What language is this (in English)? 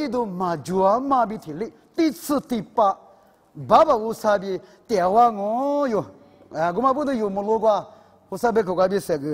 Lisu